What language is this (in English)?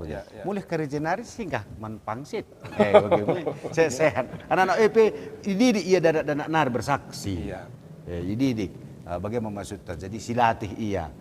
Batak Karo